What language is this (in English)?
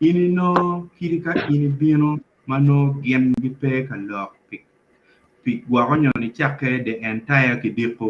Acoli